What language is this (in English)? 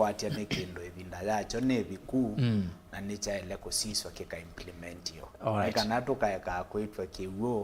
Kamba